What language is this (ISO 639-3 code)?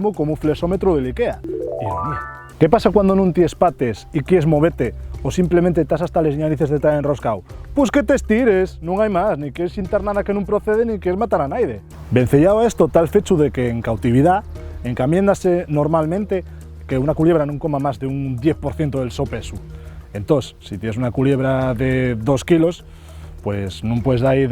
ast